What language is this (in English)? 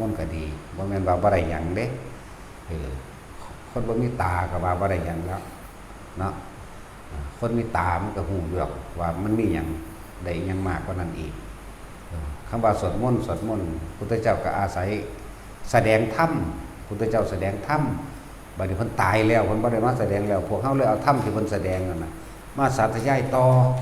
Northeastern Thai